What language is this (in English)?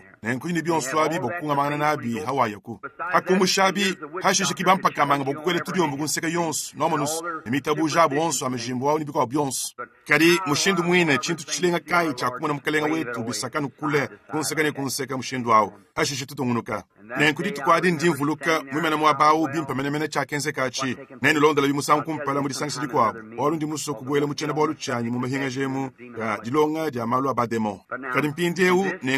Luba-Lulua